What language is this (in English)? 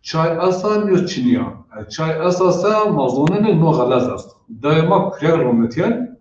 Zaza